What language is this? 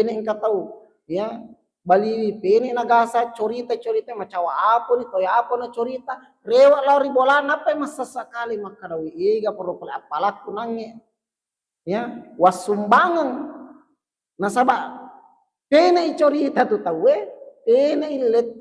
Buginese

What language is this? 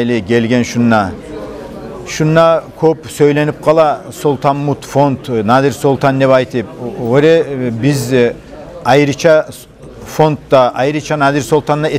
Kumyk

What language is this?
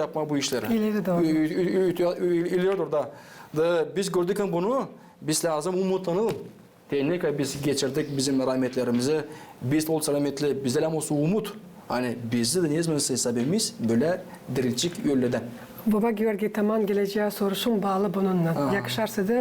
Gagauz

